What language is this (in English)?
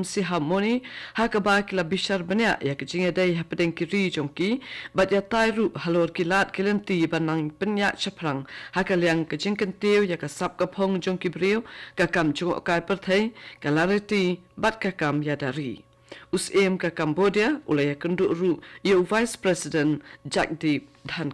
Khasi